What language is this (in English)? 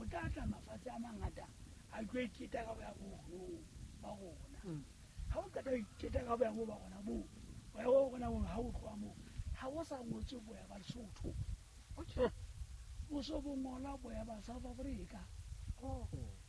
Southern Sotho